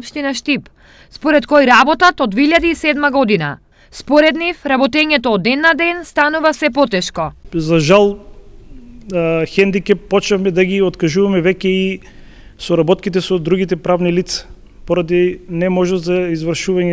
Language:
Macedonian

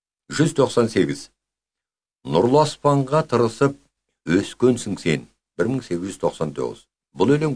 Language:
Kazakh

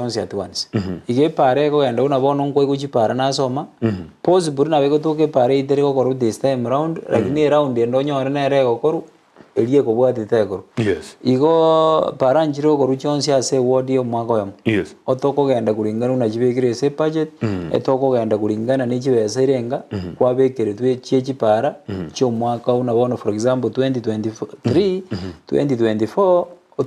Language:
Gusii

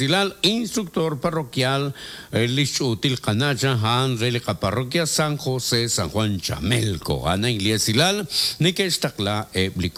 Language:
Kekchí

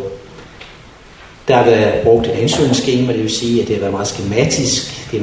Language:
Danish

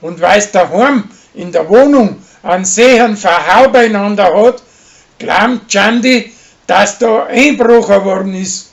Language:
Bavarian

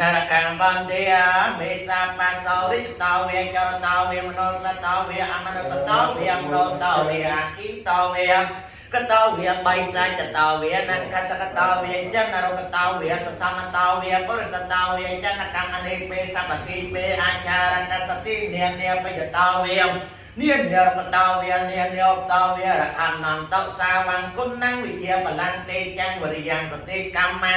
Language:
Khmer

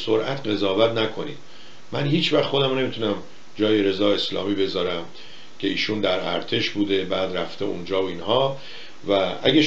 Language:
Persian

